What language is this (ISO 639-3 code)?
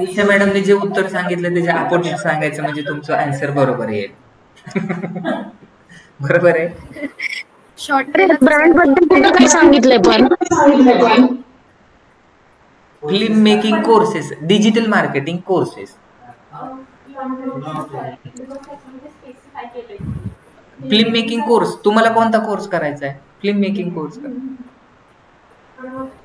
mar